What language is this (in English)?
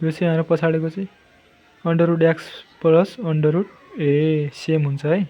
Nepali